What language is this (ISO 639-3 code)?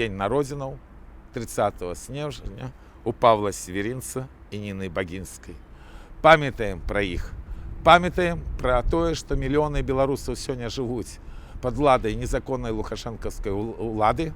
bel